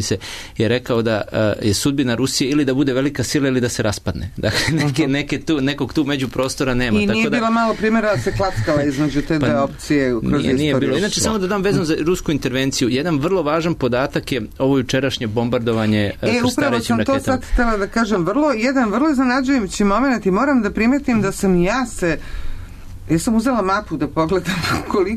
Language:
Serbian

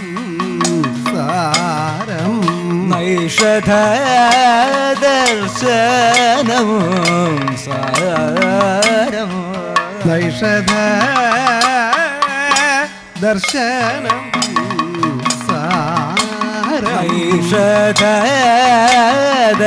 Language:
Malayalam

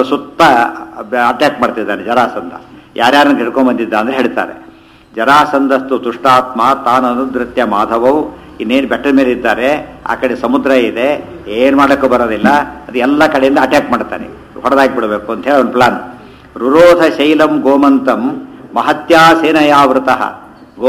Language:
Kannada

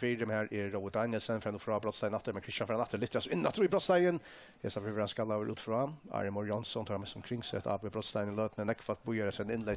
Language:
Faroese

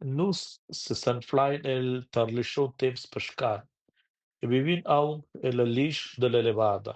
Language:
Romansh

